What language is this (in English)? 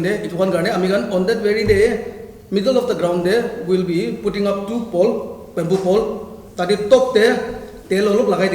Naga Pidgin